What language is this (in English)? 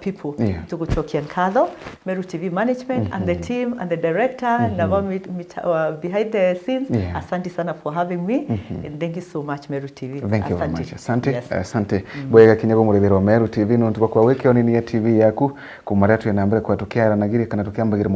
Meru